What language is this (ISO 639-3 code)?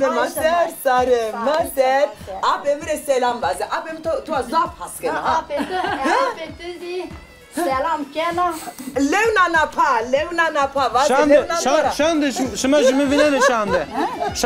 zza